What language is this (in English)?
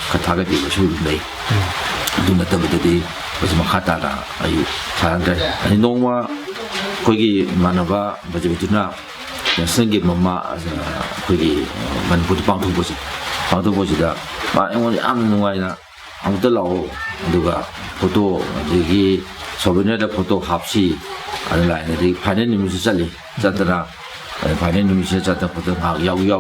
Manipuri